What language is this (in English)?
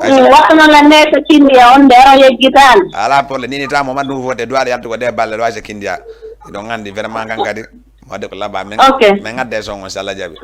Fula